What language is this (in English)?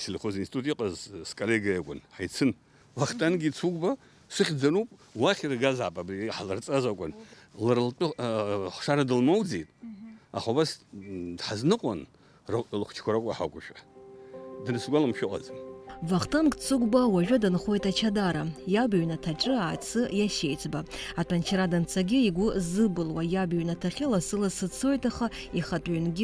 Abkhazian